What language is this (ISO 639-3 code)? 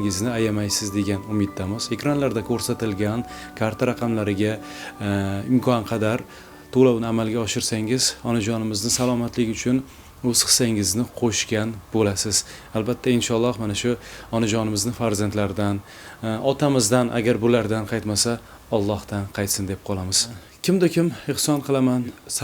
uzb